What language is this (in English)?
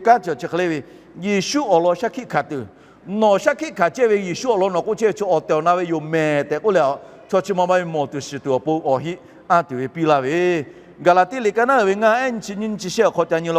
Lahu